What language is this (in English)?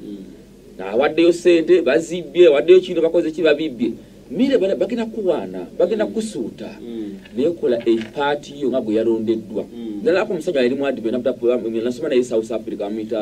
Ganda